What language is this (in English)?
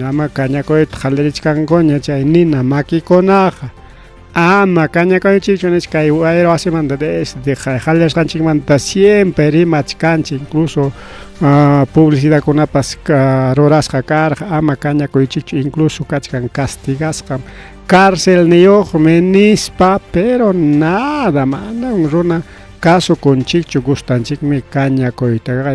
Ayacucho Quechua